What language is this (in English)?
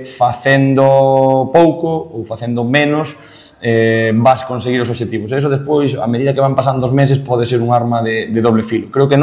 Galician